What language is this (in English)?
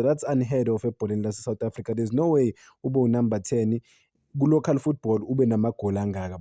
Zulu